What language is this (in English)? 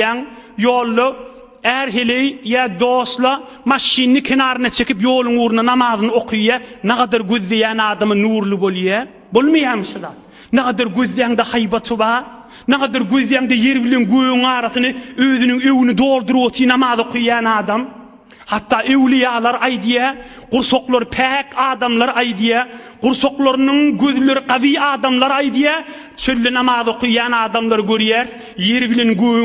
Turkmen